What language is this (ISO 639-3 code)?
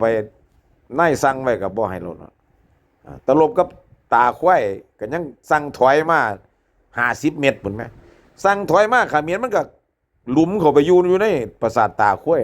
tts